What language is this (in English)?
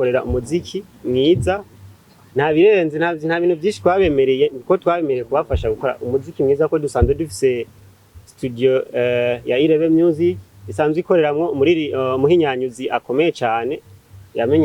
Rundi